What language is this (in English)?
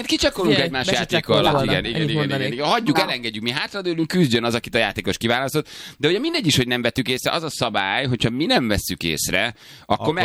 Hungarian